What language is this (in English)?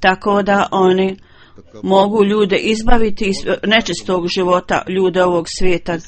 Bosnian